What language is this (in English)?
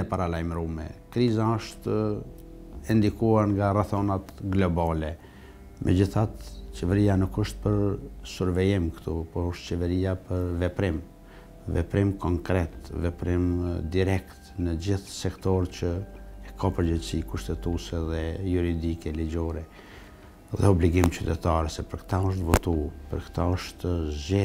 Albanian